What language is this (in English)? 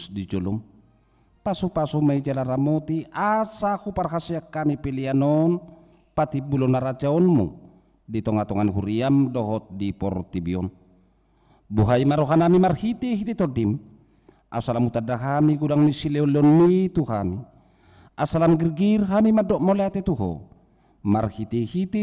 Batak Toba